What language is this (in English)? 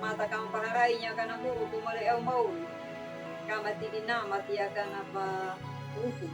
Anakalangu